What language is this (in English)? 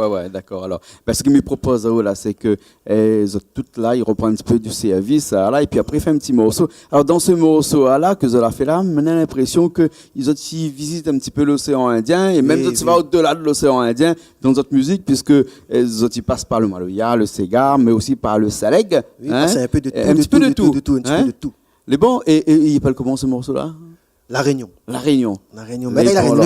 Réunion Creole French